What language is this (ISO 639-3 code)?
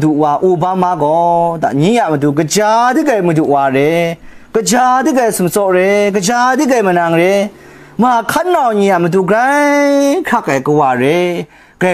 kac